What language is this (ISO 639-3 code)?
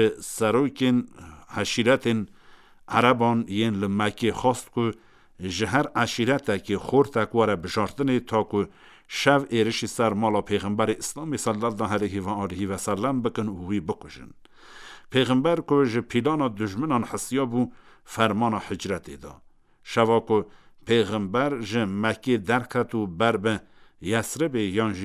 kur